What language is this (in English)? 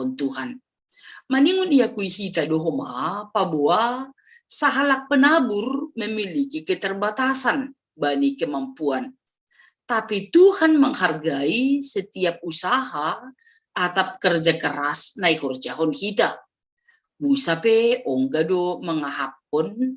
Batak Simalungun